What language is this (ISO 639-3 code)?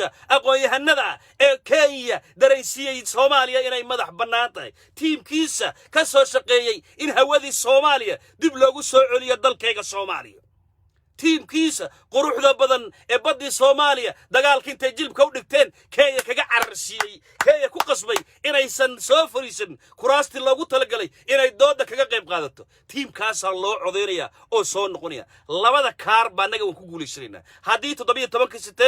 som